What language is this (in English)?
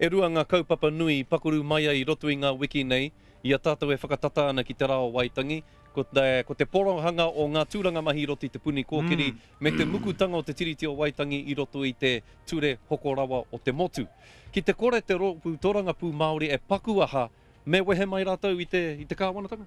Māori